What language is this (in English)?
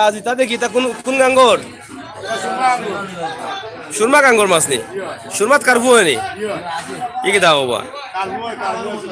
Sylheti